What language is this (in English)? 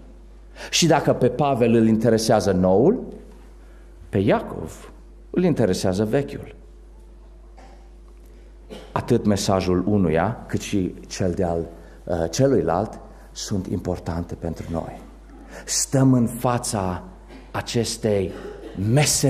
Romanian